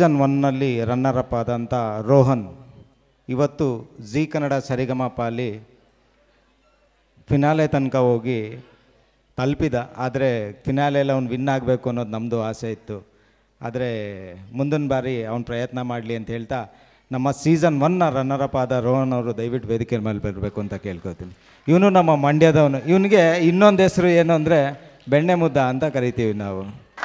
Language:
Kannada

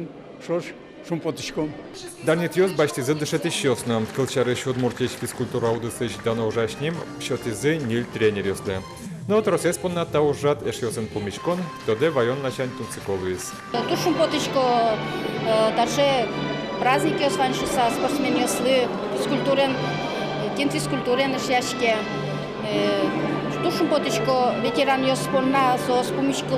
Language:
Udmurt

